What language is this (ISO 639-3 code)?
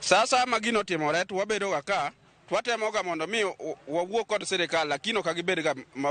luo